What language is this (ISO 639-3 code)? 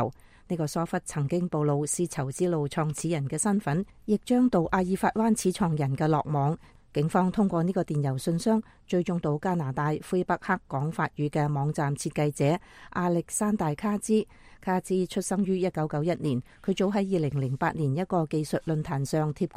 yue